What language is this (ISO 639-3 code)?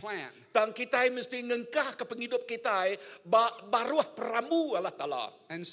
iba